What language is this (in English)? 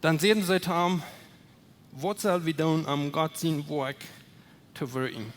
Plautdietsch